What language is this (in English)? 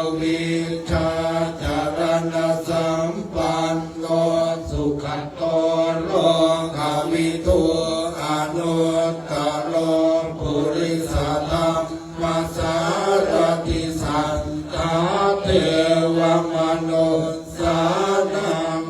Pali